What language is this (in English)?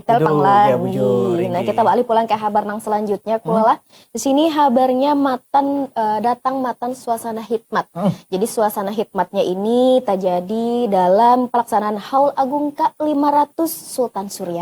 Banjar